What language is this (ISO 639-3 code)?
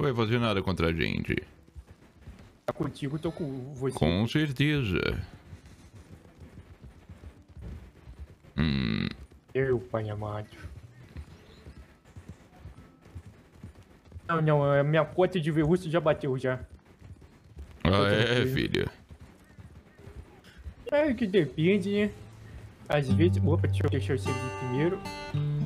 por